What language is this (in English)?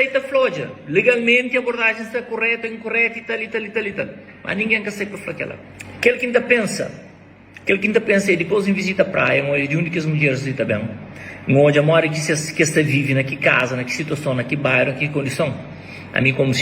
Kabuverdianu